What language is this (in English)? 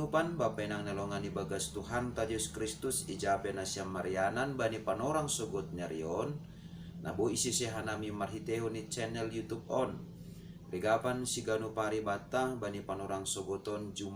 Batak Simalungun